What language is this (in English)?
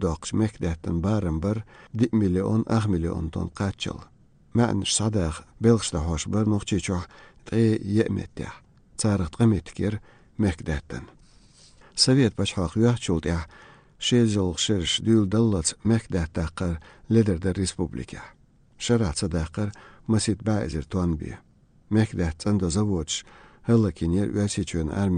Azerbaijani